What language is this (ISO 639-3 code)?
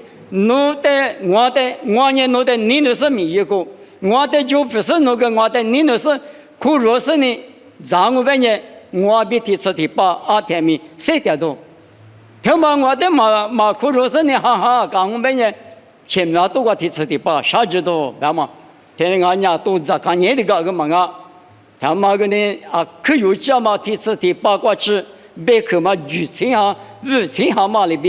lis